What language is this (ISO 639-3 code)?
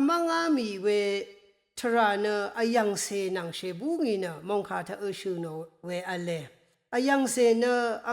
raw